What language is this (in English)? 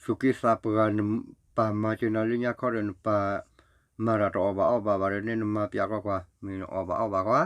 S'gaw Karen